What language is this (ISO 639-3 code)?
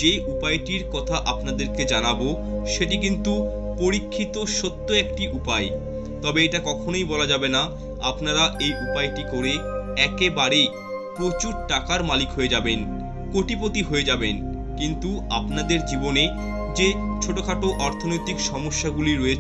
ben